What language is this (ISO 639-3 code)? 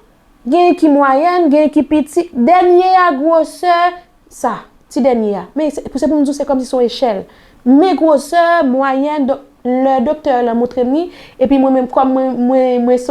hat